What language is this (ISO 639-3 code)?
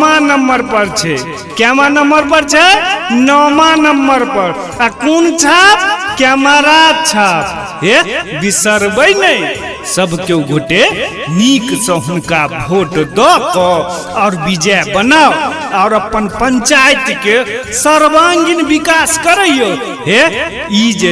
mai